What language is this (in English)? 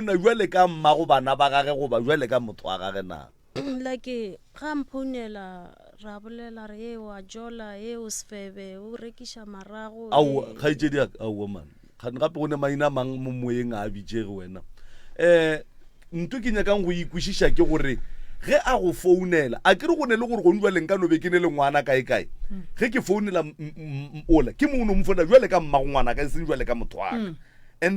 Northern Sotho